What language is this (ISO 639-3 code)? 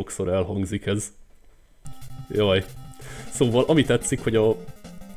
hun